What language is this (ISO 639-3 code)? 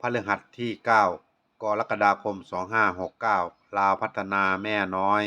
tts